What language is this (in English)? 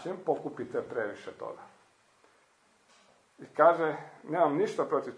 Croatian